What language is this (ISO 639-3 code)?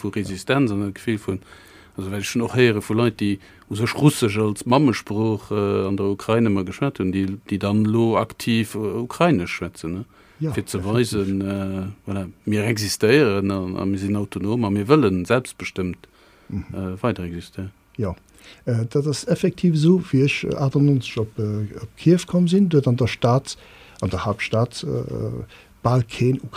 ltz